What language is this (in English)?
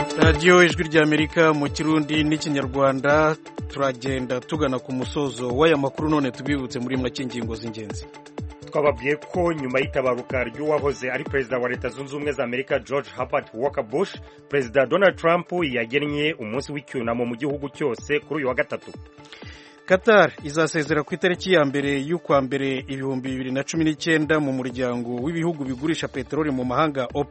Kinyarwanda